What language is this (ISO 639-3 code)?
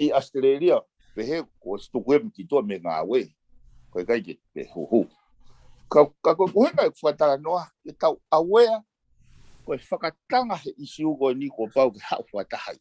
ton